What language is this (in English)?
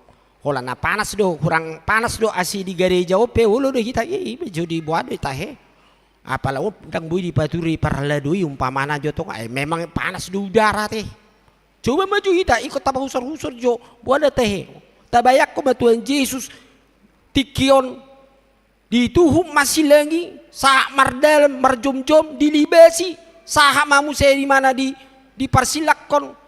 Batak Toba